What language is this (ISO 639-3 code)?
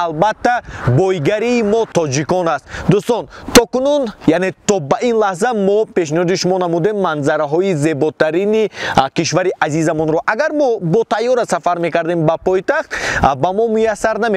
tgk